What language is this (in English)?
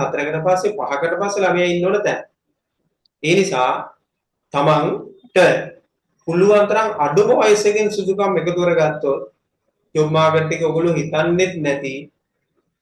Sinhala